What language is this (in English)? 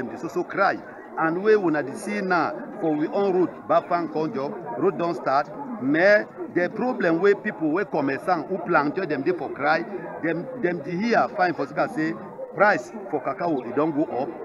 Cameroon Pidgin